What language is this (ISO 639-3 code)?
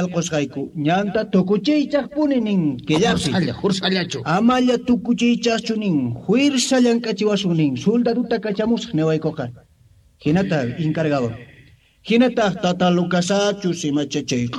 que